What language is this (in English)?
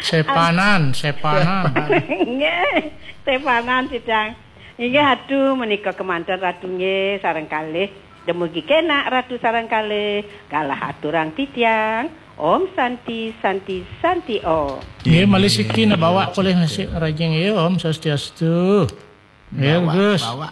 Balinese